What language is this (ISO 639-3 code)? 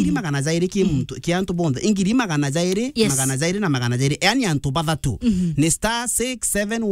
mer